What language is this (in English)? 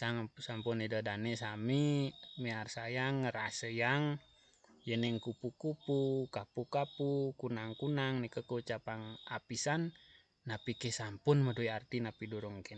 Balinese